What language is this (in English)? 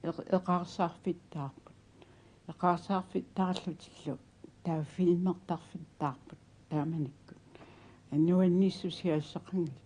Kalaallisut